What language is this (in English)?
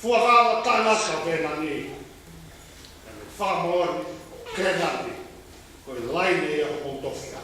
Tongan